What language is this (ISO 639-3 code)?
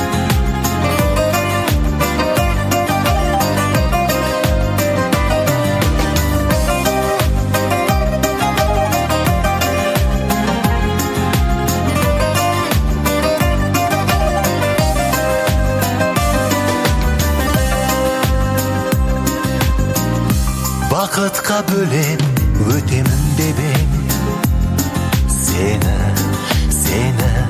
kaz